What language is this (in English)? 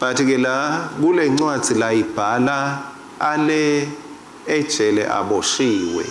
Swati